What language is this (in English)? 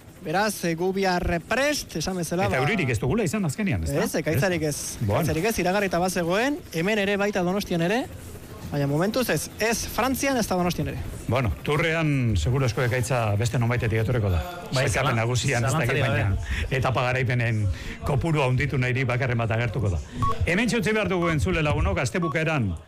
Basque